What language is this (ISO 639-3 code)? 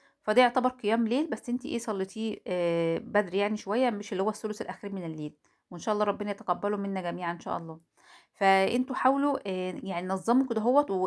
arz